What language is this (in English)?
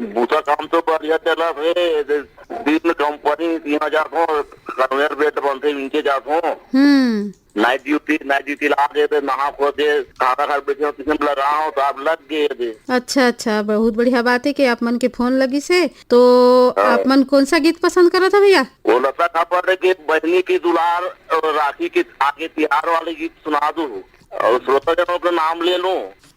Chhattisgarhi